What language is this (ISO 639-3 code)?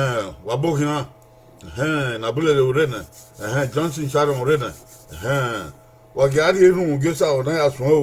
bin